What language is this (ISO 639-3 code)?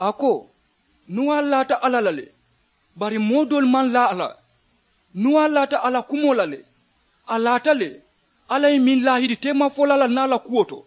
man